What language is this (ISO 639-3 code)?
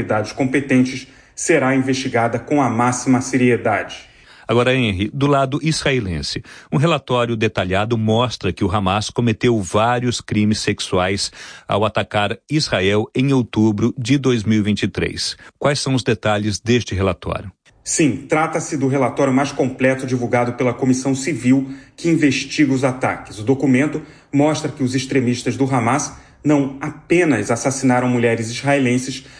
por